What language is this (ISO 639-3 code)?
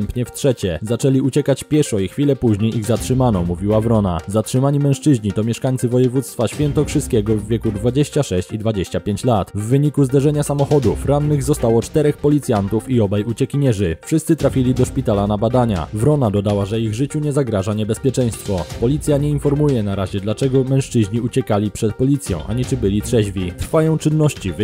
pol